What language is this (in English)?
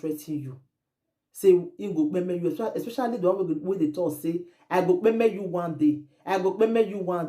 Nigerian Pidgin